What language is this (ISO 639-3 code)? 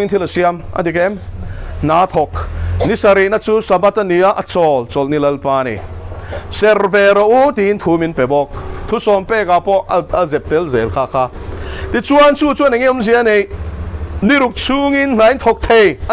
lus